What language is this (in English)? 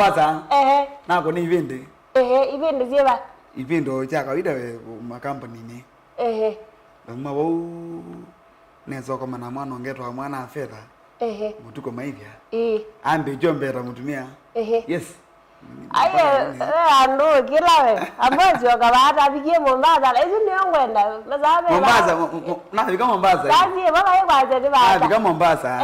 Kamba